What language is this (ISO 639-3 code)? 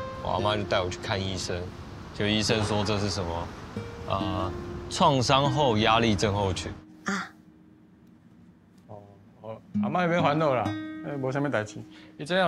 zho